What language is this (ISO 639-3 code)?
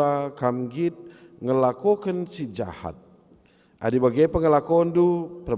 btx